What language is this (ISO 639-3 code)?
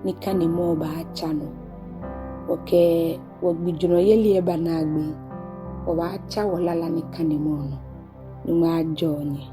gaa